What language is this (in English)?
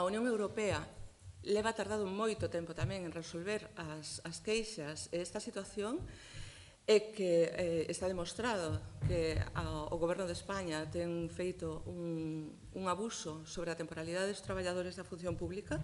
Galician